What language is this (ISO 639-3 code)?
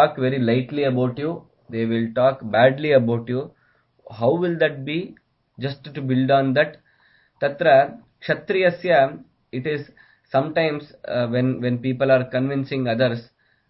san